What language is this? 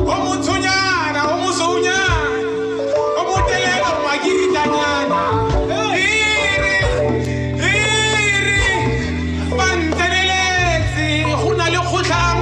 Tswana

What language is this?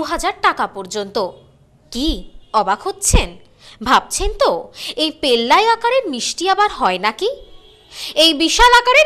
Bangla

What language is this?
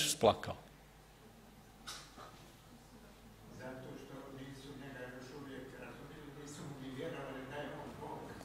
Croatian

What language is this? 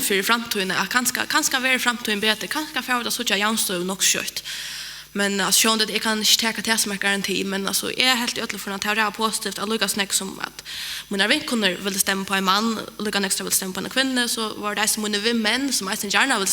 Faroese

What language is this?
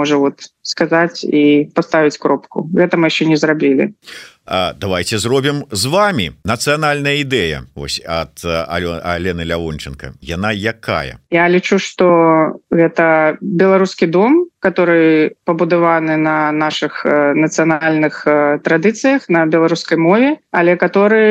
Belarusian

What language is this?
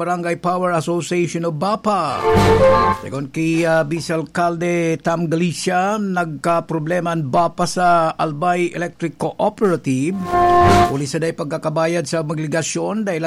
Bikol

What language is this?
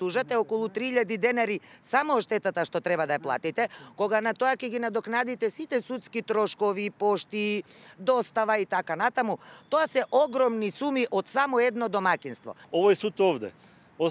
Macedonian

